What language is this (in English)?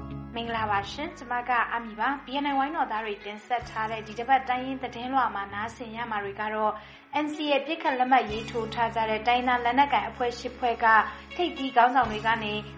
Burmese